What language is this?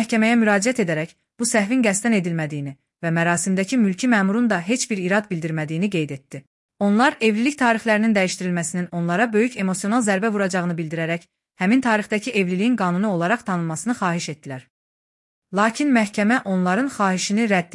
Azerbaijani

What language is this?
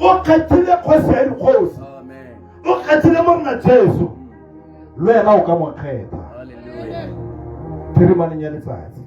Tswana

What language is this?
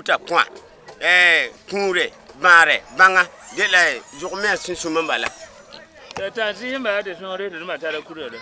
Frafra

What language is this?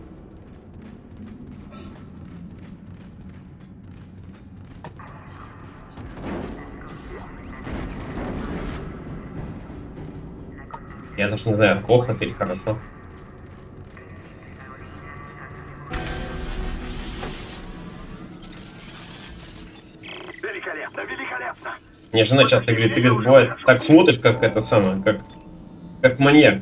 Russian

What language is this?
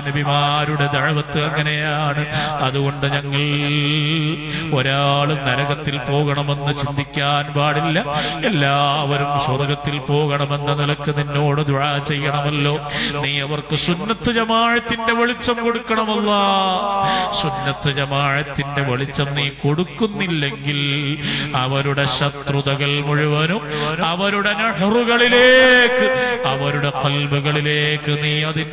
Malayalam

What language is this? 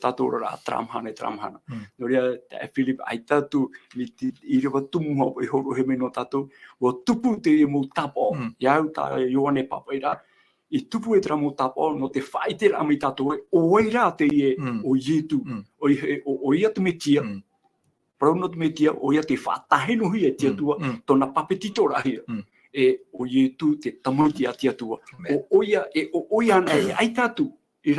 Tahitian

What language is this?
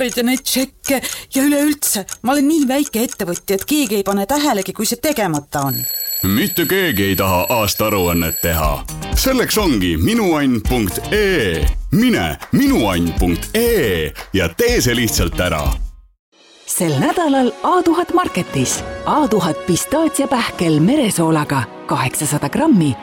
Estonian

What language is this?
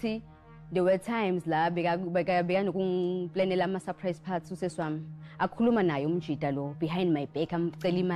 Zulu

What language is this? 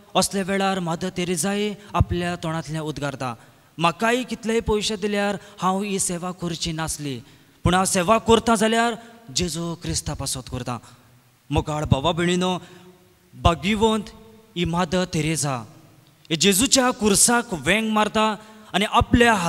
Konkani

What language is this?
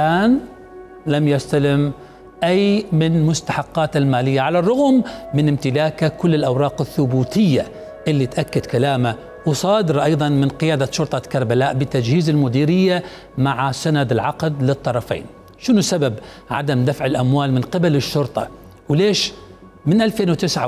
Mesopotamian Arabic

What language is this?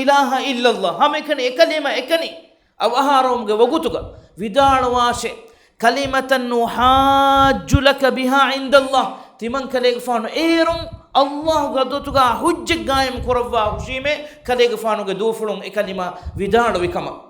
Divehi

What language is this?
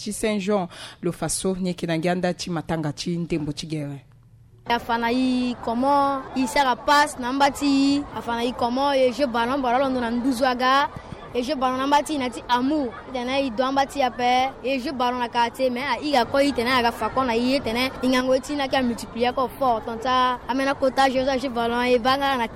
Sango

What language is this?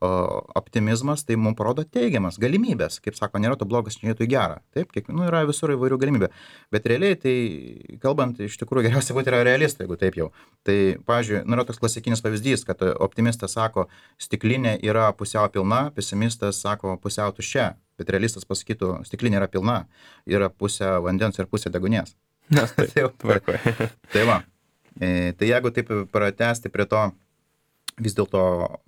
Lithuanian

